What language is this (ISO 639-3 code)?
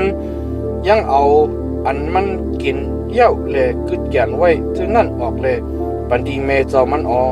shn